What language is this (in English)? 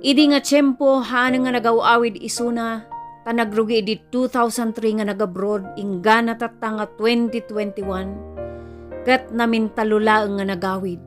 Iloko